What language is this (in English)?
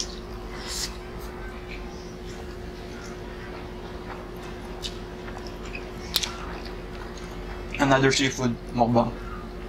Filipino